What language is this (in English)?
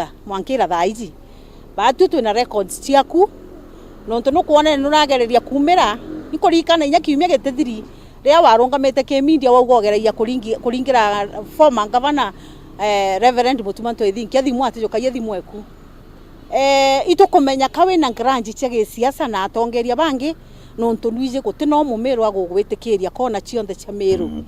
Meru